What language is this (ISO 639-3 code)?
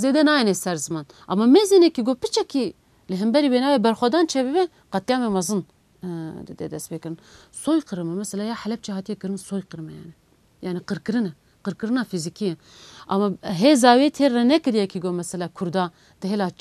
kur